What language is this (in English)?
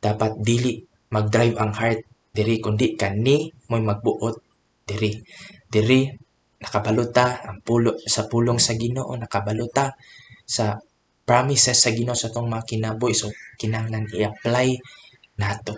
Cebuano